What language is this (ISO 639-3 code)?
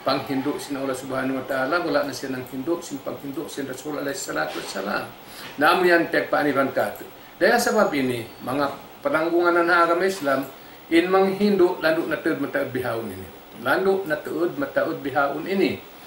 tsg